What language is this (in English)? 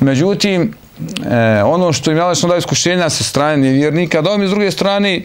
Bosnian